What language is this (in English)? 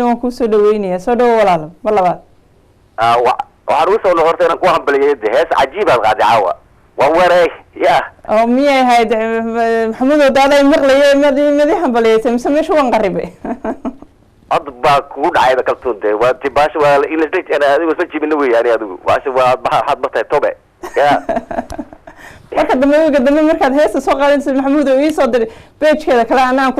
Somali